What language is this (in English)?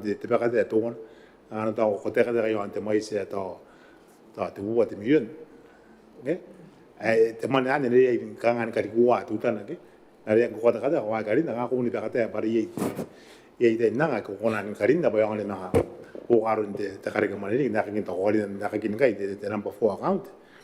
Gilbertese